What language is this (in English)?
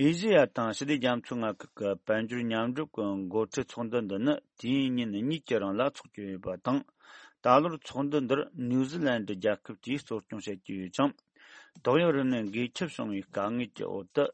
Tibetan